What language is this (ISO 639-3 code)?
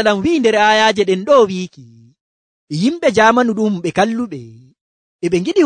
fuv